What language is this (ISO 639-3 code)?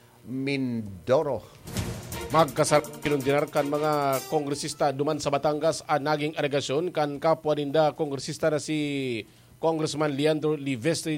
bik